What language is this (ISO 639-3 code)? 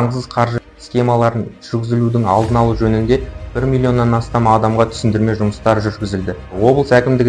kaz